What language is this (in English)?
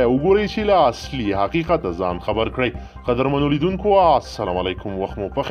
Pashto